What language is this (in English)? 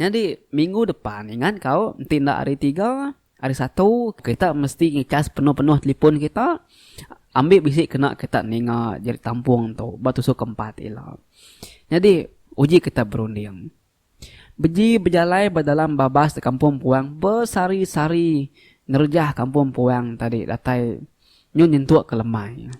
Iban